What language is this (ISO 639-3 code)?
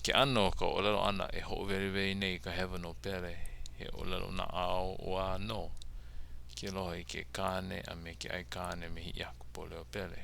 haw